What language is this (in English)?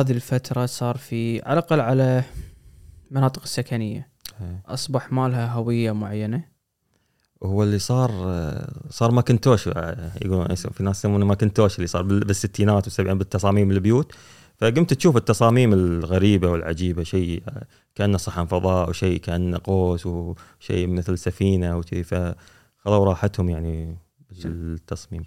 Gulf Arabic